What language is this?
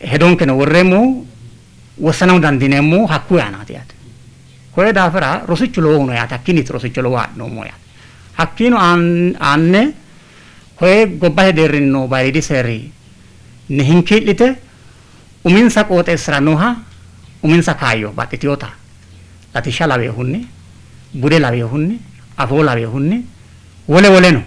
Sidamo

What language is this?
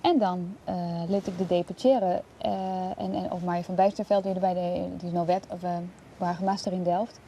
Western Frisian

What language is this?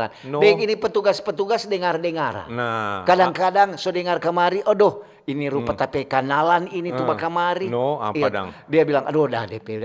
Manado Malay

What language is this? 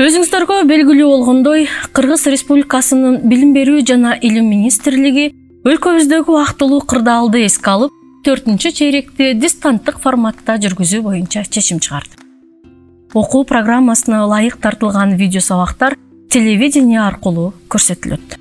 Kyrgyz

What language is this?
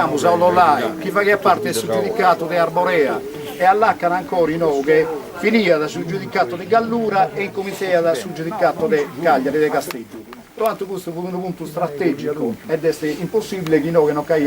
Sardinian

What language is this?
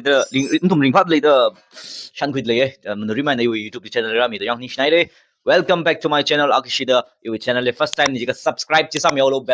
Tangkhul Naga (India)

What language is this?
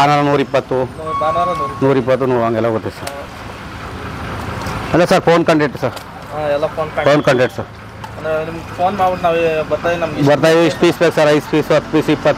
Kannada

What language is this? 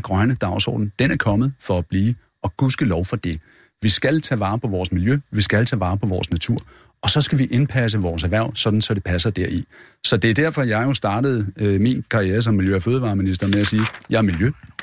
Danish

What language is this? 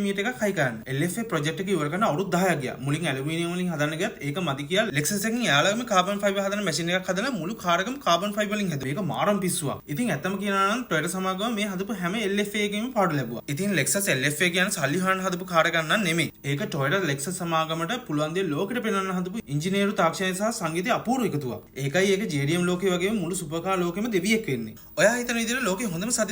Sinhala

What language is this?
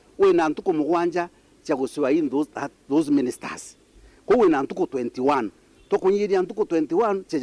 Meru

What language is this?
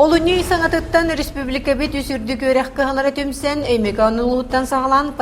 Yakut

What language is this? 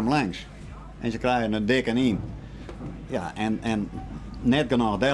Western Frisian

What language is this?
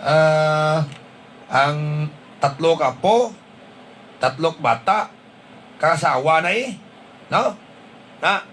Hiligaynon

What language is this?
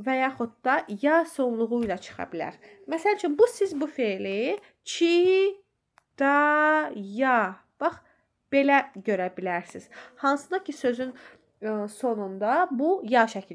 Azerbaijani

